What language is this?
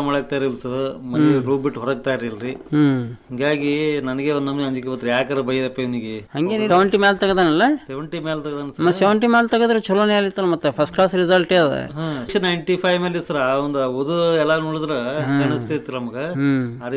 Kannada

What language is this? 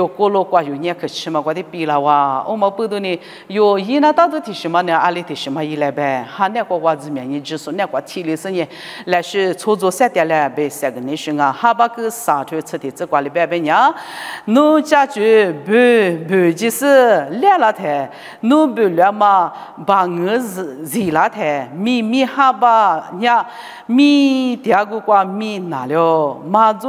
Lisu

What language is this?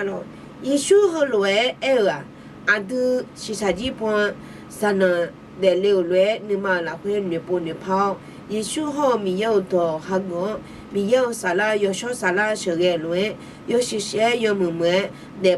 Akha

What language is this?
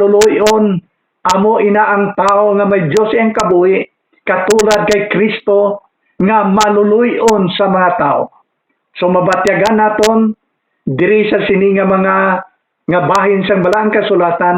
Hiligaynon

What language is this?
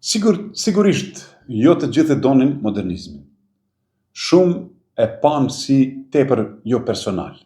Albanian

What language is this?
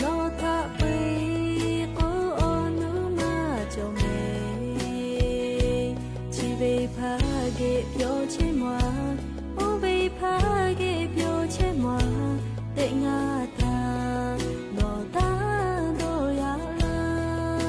Lahu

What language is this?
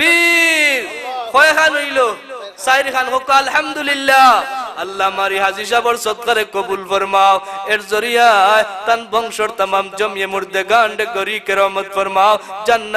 Sylheti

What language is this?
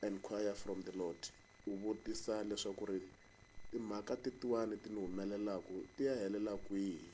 Tsonga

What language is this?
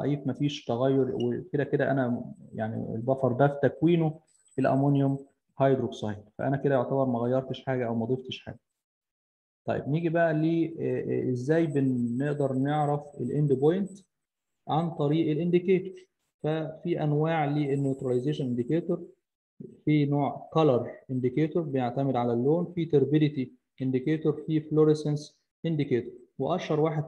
Egyptian Arabic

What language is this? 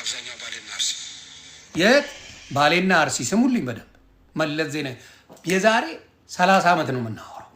Amharic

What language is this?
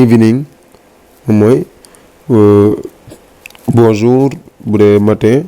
Wolof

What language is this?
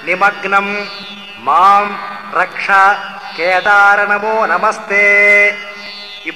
Telugu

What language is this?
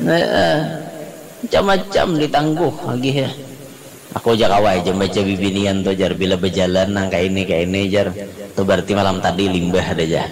Banjar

